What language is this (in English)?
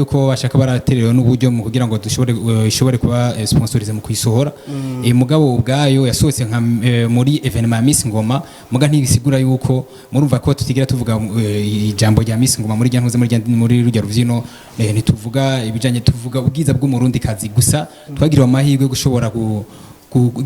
Rundi